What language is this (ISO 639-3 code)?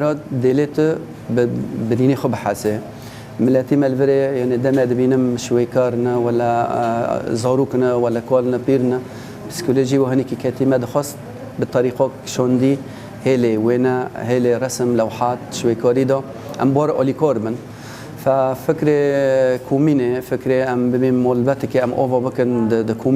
kur